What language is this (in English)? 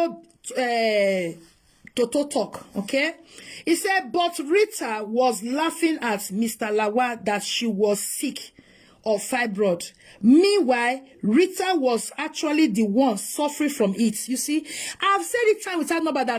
Nigerian Pidgin